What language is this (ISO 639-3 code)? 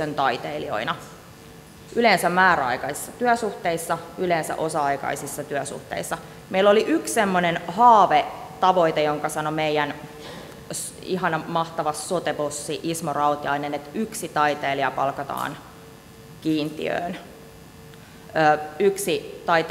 fin